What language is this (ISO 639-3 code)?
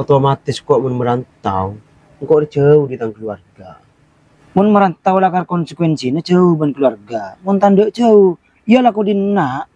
mad